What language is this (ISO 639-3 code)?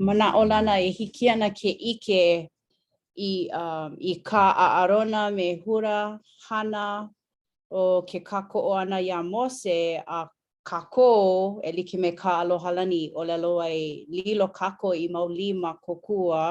haw